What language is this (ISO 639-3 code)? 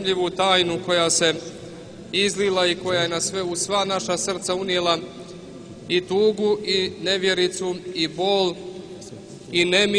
srp